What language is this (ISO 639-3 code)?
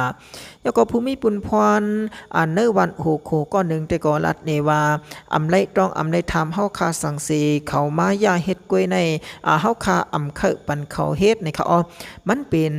shn